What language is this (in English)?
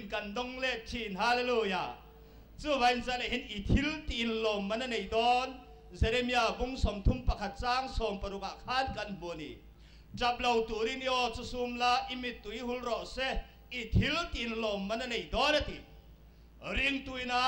Mizo